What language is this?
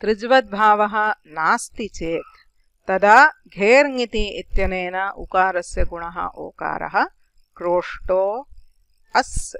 Sanskrit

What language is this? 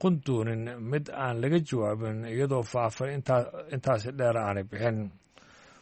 Somali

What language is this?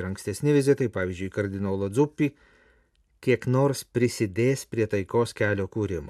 Lithuanian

